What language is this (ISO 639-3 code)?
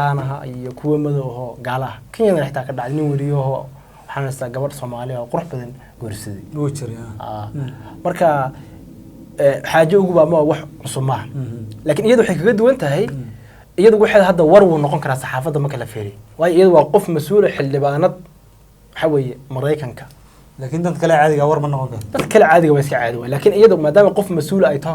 som